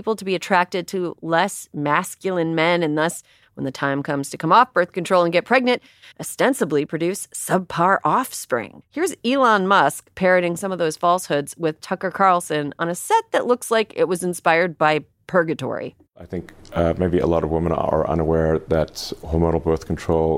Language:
English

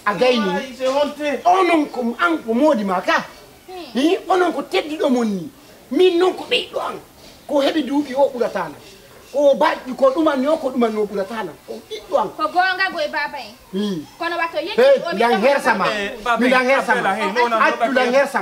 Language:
Fula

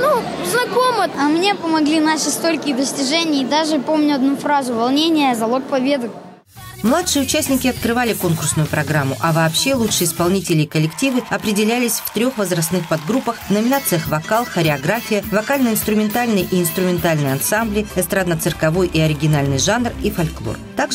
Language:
Russian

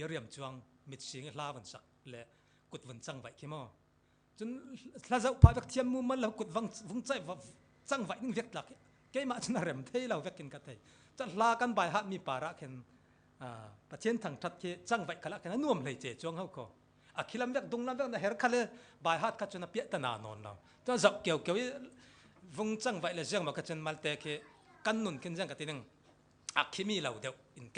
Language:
Falam Chin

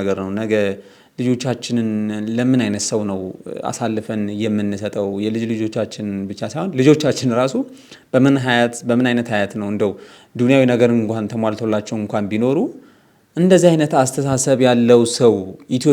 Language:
Amharic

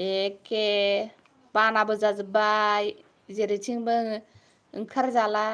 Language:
Bodo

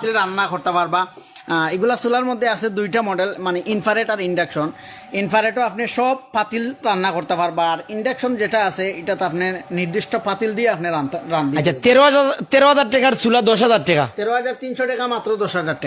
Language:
Sylheti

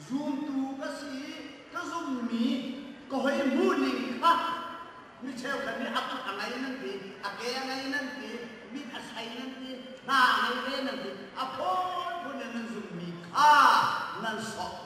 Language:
Hakha Chin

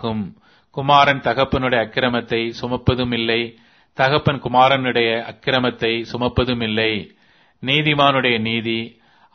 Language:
Tamil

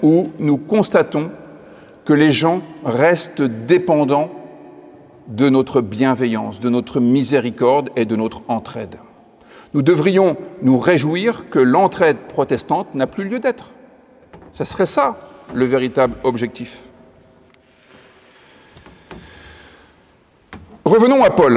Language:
French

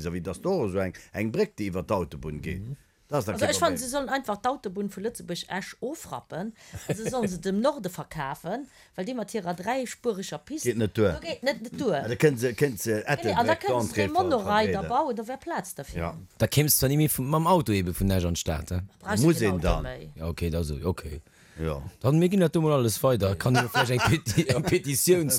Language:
Luxembourgish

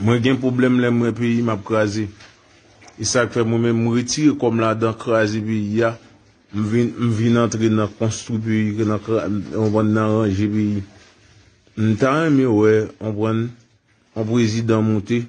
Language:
Haitian Creole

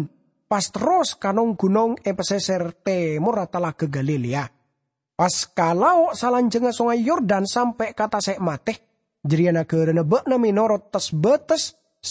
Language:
Madurese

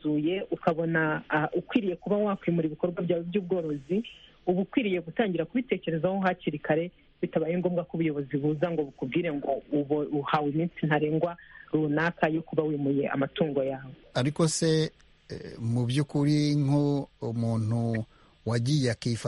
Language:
Kinyarwanda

